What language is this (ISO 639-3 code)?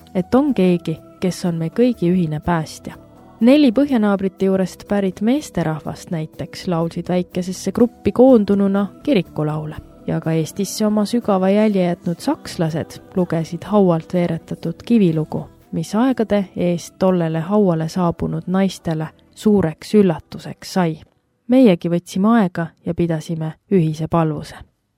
est